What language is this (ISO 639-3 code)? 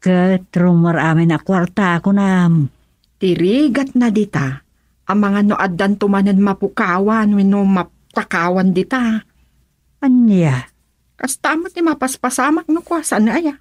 ilo